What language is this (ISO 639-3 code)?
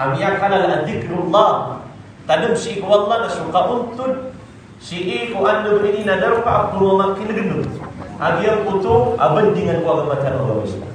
mrw